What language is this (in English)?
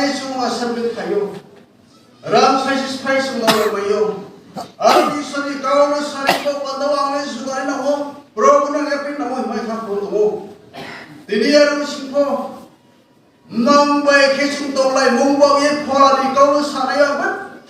Riang (India)